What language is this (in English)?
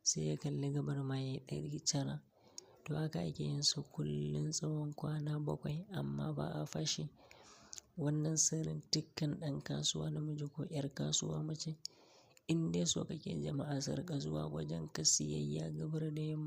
Hausa